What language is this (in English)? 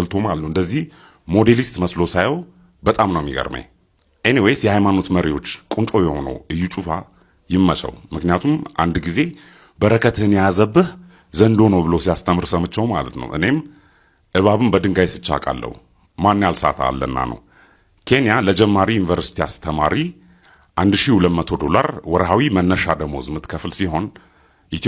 Amharic